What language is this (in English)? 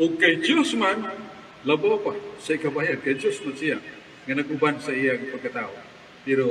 Cebuano